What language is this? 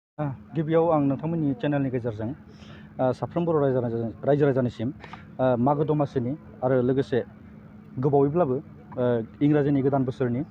Bodo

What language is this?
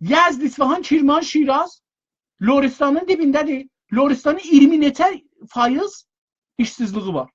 South Azerbaijani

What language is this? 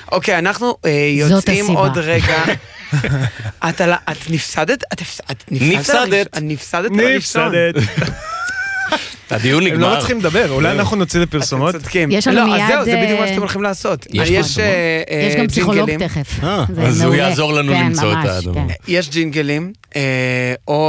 Hebrew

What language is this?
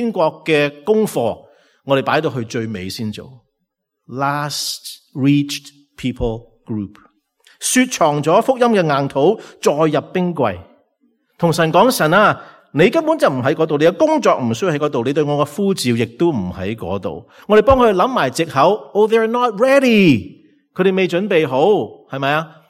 Cantonese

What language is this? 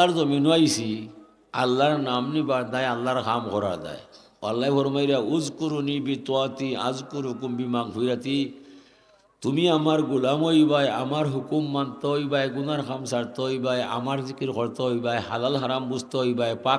Sylheti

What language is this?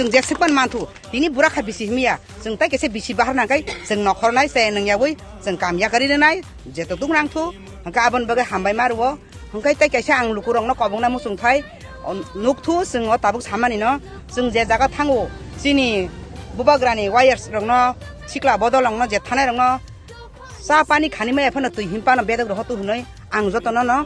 Kok Borok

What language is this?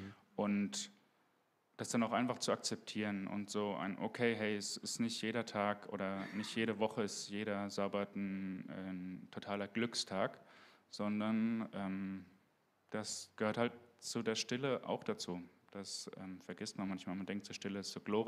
Swiss German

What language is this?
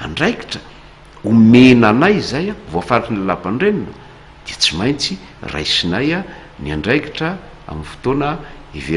Malagasy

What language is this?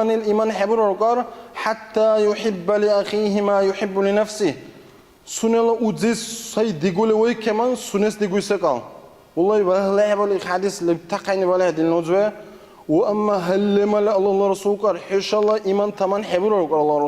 Dargwa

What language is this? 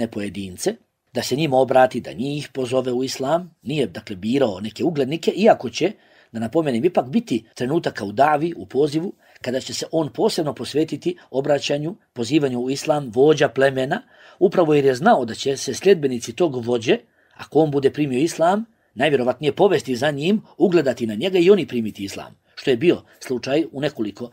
Bosnian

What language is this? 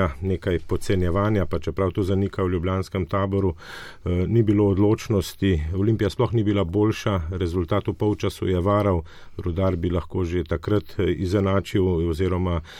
Slovenian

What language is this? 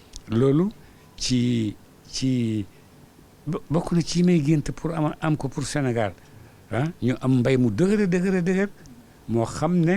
Wolof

